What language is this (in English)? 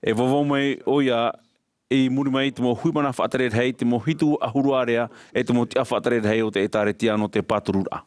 Tahitian